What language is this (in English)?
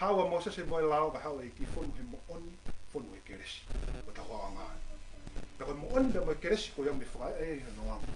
Tongan